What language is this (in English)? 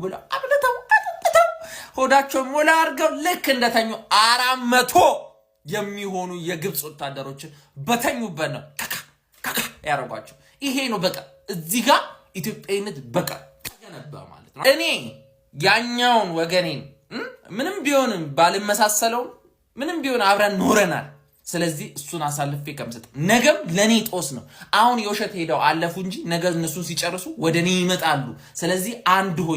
Amharic